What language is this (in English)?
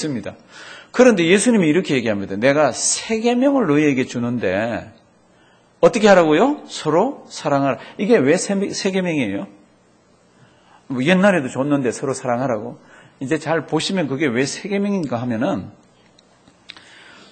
Korean